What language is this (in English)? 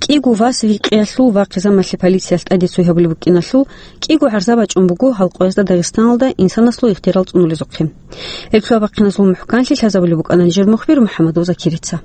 Avaric